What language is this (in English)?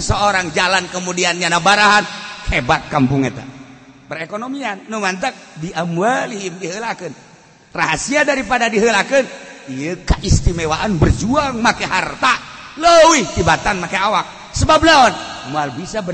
Sundanese